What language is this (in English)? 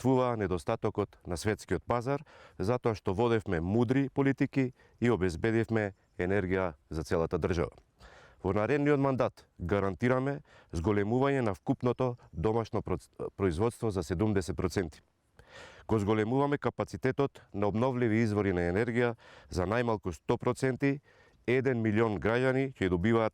Macedonian